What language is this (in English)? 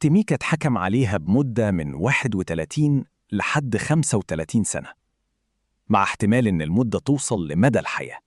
Egyptian Arabic